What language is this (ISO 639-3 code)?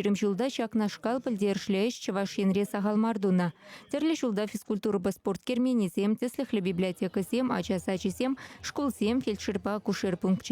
chv